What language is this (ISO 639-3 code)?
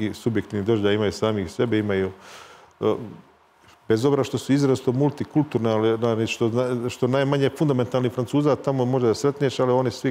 srp